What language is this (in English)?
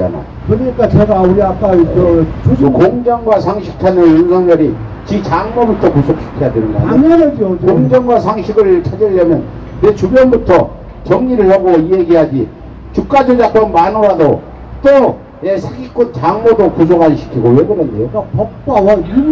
Korean